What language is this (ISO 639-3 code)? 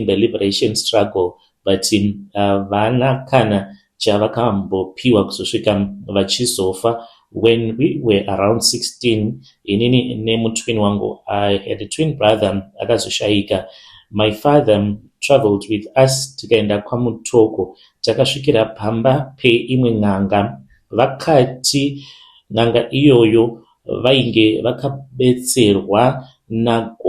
sna